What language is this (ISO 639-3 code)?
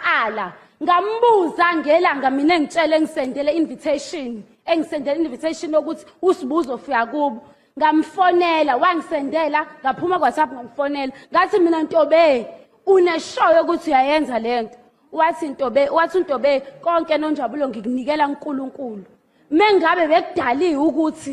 zul